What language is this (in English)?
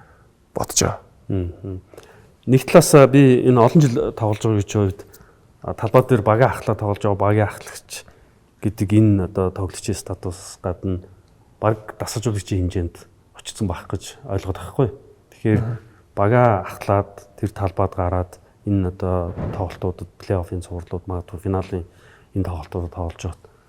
Mongolian